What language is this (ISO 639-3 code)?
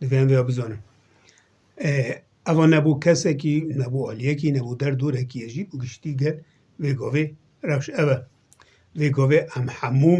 kur